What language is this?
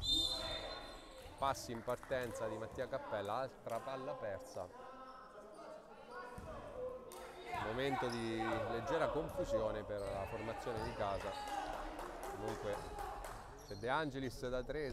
Italian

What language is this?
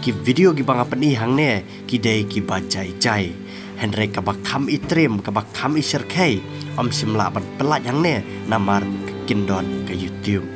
Khasi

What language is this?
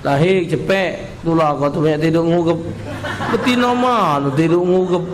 Musi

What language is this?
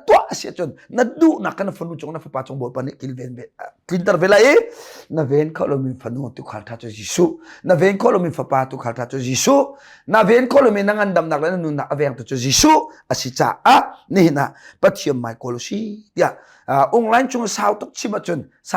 Hakha Chin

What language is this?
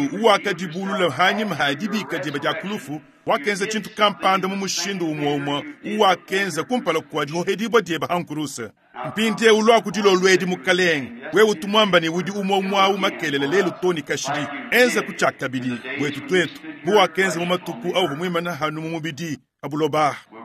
Luba-Lulua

